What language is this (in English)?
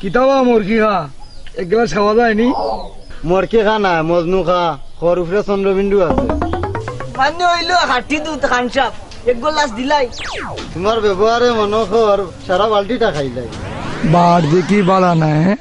Sylheti